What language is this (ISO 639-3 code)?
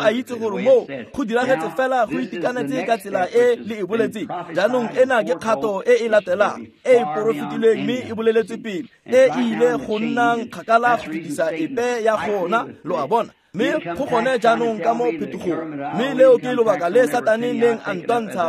tsn